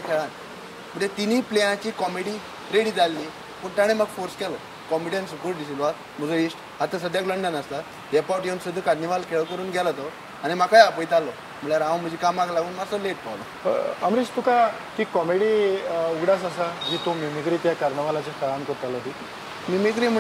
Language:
Konkani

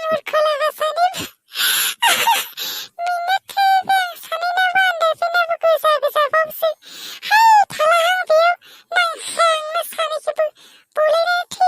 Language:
Bodo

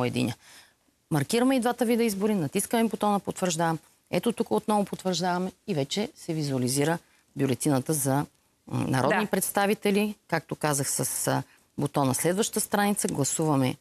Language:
Bulgarian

